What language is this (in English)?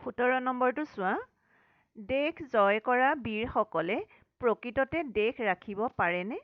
Assamese